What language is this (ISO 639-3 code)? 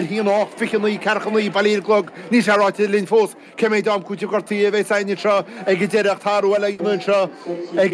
gle